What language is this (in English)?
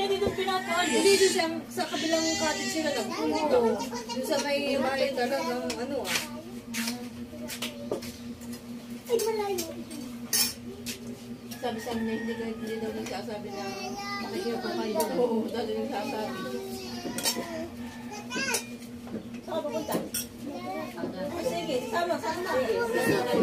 Filipino